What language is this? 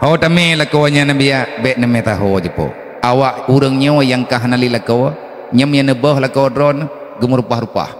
Achinese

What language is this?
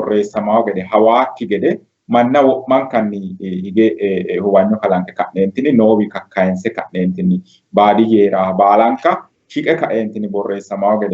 Sidamo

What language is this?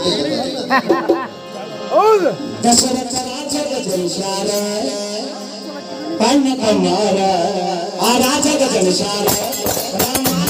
Kannada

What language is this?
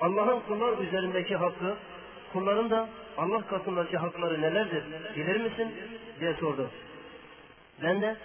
Turkish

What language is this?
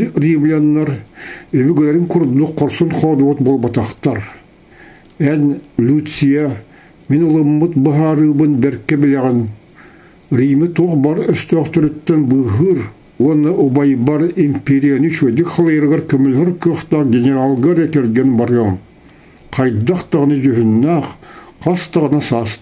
Yakut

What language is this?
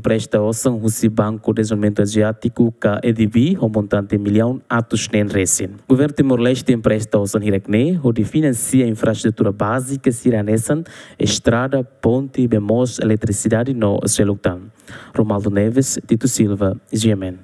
Tetum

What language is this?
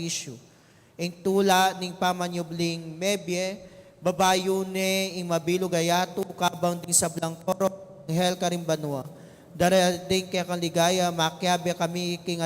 Pampanga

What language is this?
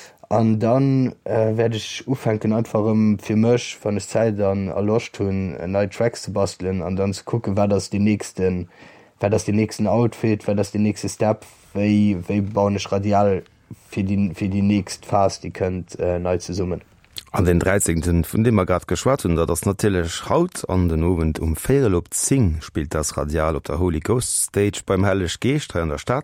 Luxembourgish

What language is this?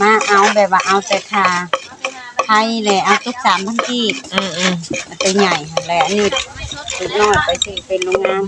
Northeastern Thai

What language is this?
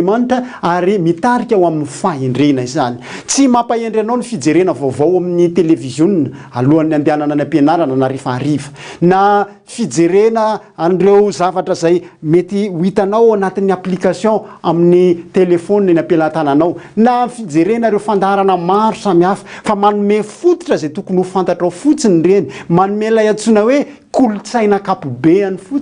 Malagasy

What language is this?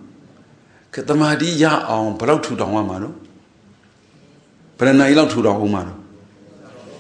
Burmese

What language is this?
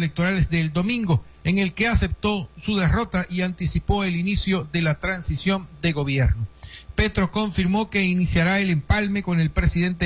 Spanish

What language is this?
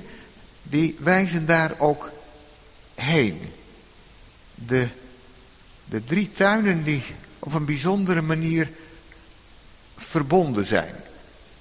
Dutch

